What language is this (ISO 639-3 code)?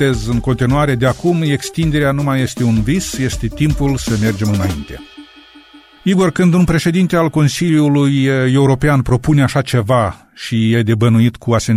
ron